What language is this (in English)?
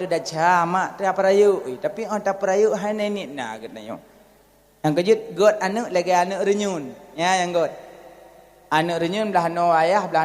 Achinese